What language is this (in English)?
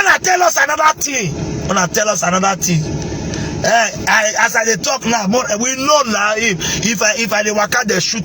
Nigerian Pidgin